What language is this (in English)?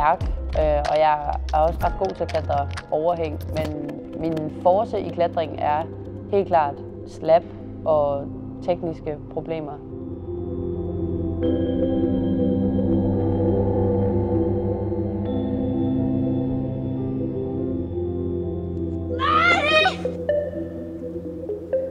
Danish